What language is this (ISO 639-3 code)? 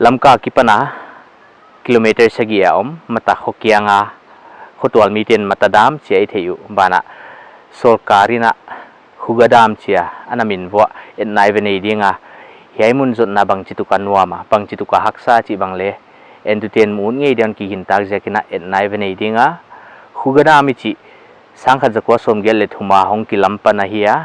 pck